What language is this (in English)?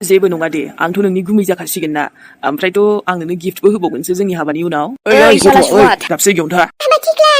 Bodo